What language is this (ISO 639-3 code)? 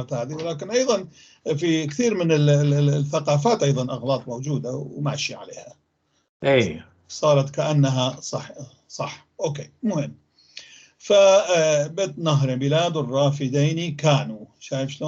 apc